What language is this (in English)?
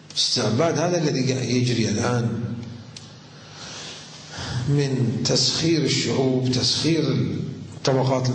Arabic